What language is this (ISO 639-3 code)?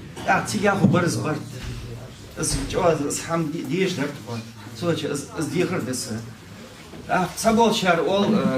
inh